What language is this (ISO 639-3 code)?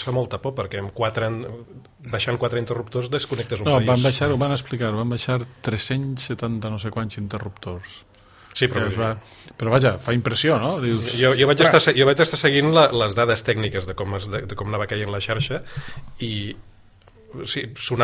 cat